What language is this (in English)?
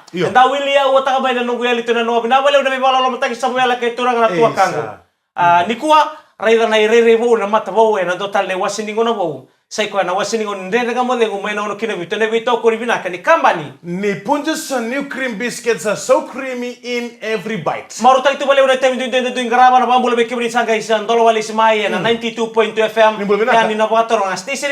Fijian